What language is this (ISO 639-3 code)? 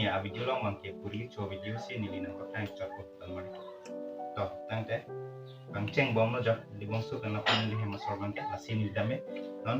mjw